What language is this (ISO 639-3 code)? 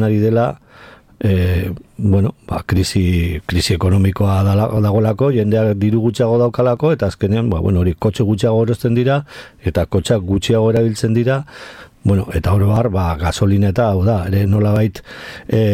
eus